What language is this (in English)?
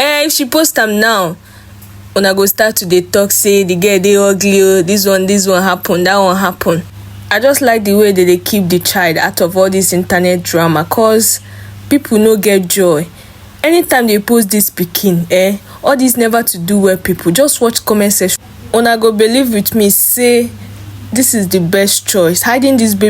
Nigerian Pidgin